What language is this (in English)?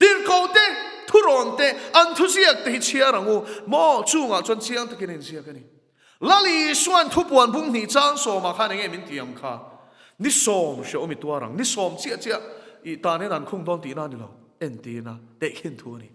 Mizo